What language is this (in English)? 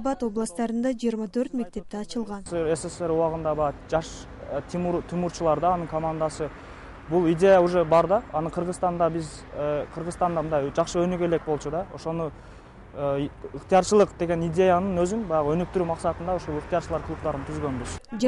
Kyrgyz